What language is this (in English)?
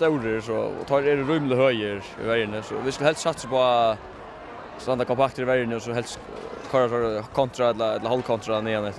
Faroese